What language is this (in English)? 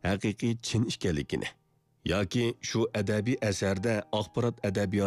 Uyghur